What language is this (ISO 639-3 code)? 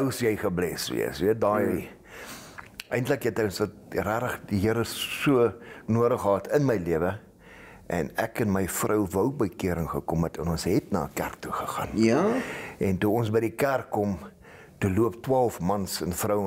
afr